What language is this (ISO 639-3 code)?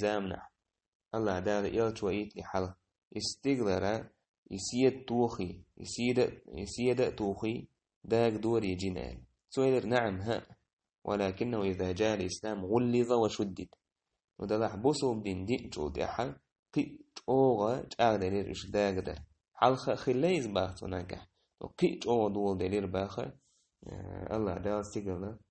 che